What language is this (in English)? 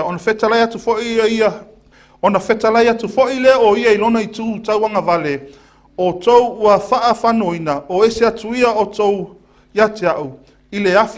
Samoan